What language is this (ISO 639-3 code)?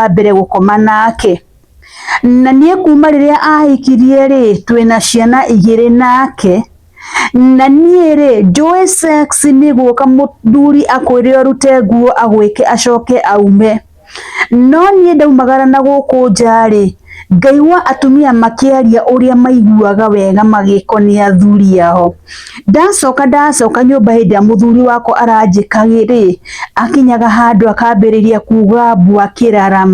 kik